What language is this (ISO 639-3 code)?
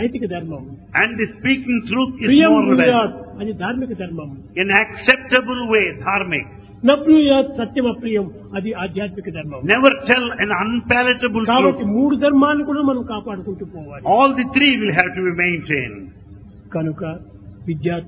tel